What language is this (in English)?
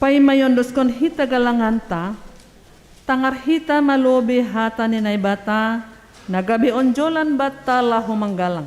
Batak Simalungun